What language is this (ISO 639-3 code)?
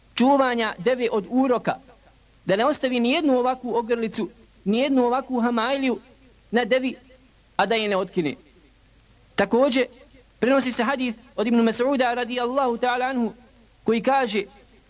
bos